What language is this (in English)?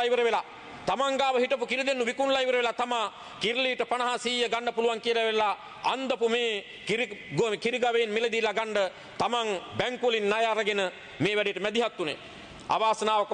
Sinhala